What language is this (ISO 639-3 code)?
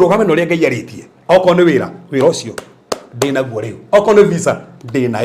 kik